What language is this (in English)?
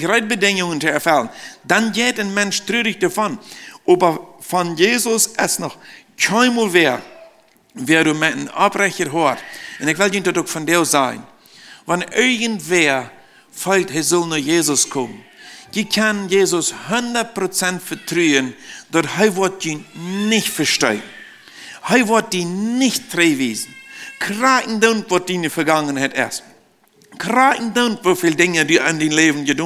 Plautdietsch